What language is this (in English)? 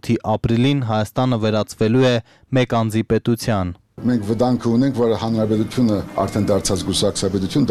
Armenian